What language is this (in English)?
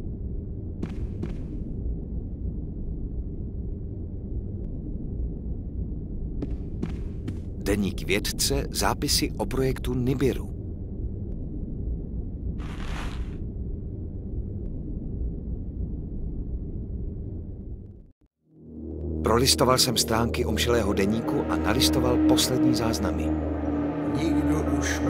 Czech